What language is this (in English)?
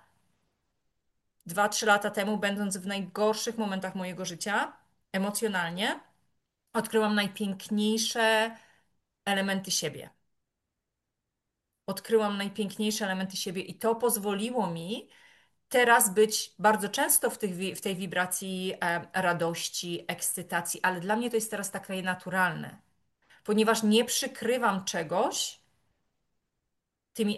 Polish